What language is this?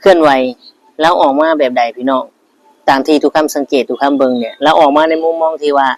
Northeastern Thai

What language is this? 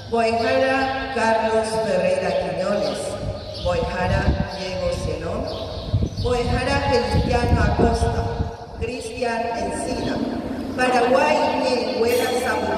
Guarani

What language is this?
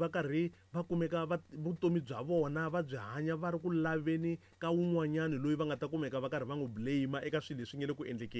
Tsonga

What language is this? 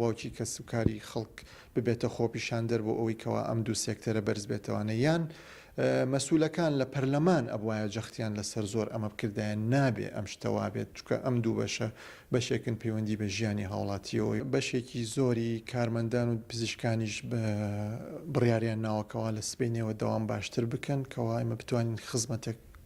Central Kurdish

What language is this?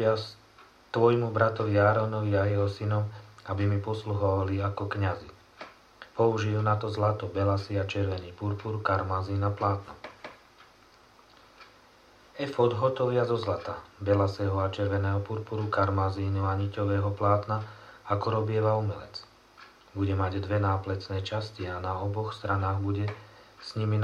Slovak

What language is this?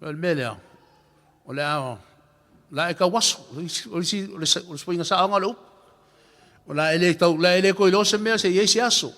Samoan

